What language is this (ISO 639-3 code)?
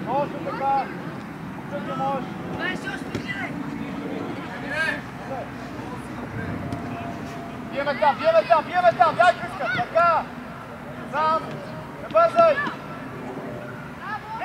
bul